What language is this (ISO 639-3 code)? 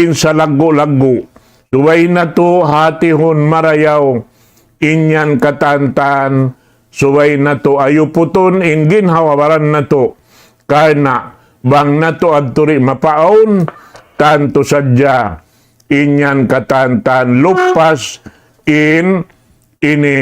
tsg